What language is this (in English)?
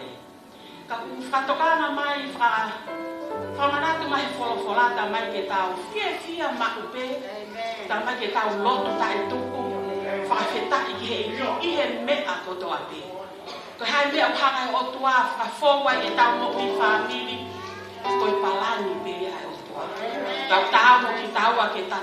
Tongan